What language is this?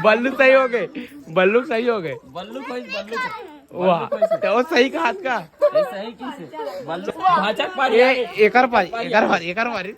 Chhattisgarhi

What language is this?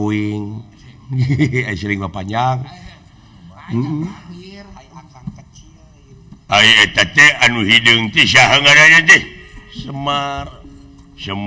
Sundanese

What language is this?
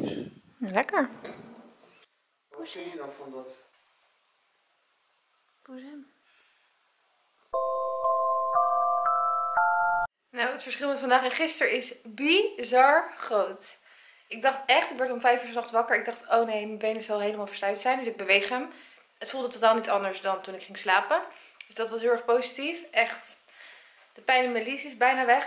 Dutch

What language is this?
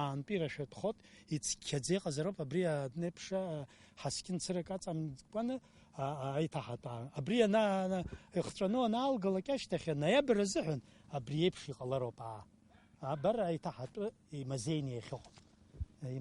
Abkhazian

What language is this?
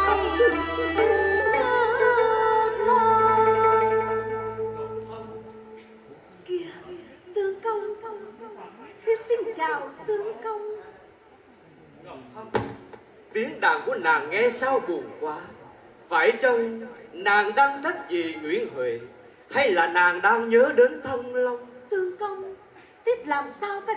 Vietnamese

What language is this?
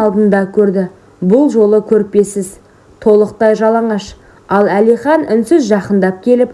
Kazakh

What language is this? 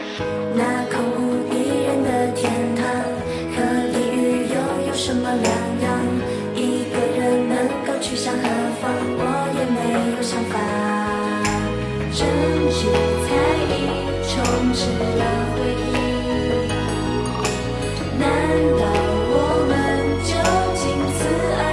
Chinese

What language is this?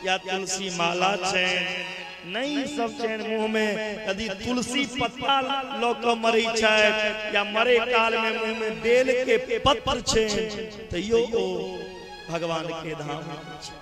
Maithili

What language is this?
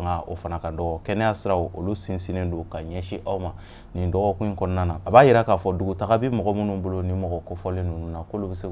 Bambara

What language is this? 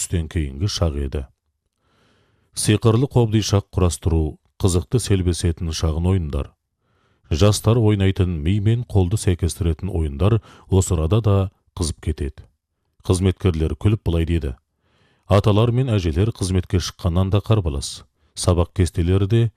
Kazakh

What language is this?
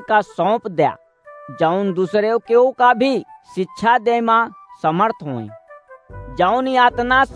Awadhi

